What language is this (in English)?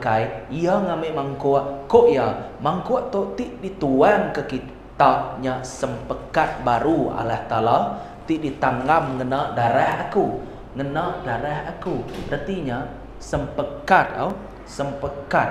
Iban